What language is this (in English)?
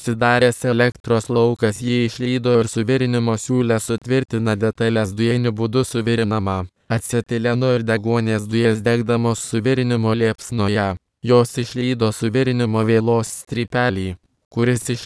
Lithuanian